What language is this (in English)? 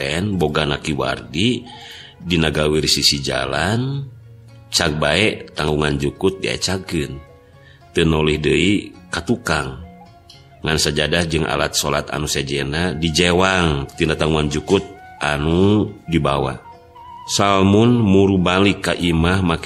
Sundanese